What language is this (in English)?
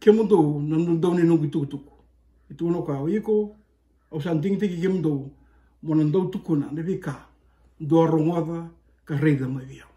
Fijian